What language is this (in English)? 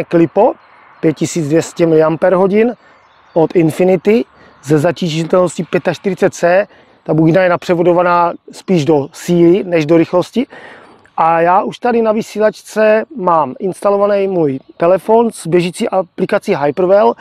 Czech